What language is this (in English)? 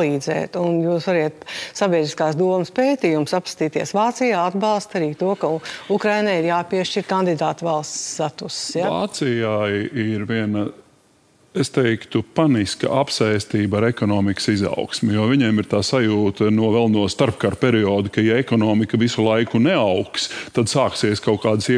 Latvian